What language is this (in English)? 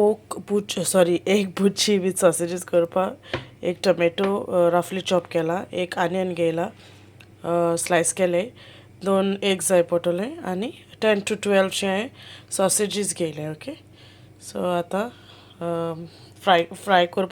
Konkani